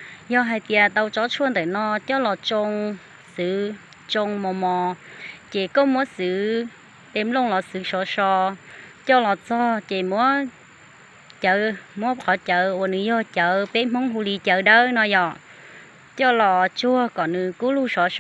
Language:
Hmong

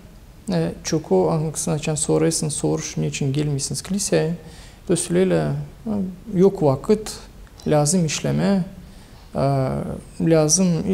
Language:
Gagauz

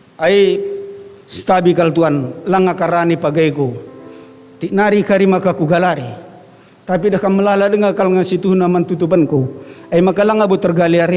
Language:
Batak Karo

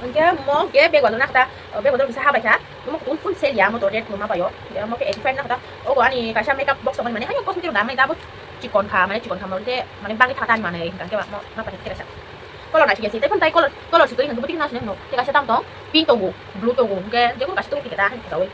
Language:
Kok Borok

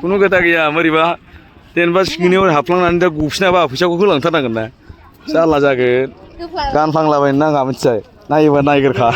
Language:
Bodo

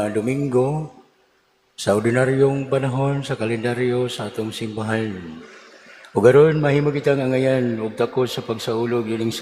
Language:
Cebuano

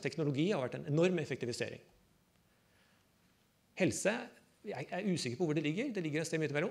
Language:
Norwegian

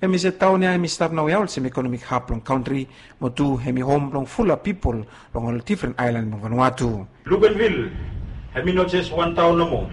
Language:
Bislama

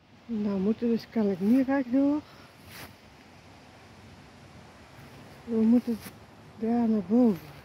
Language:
Dutch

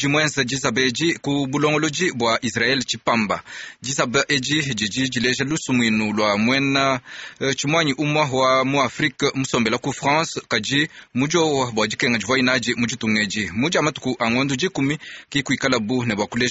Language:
Luba-Lulua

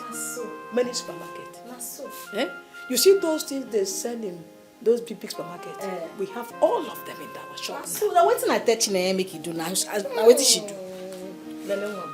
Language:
Nigerian Pidgin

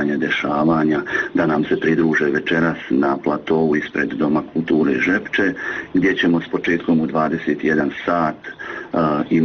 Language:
Bosnian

